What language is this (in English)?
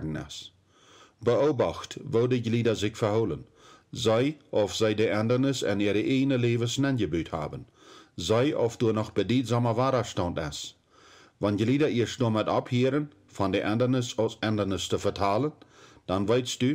Plautdietsch